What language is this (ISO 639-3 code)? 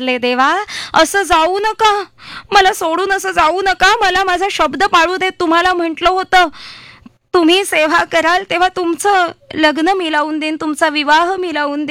mar